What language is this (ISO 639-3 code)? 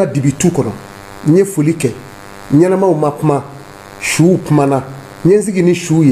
bam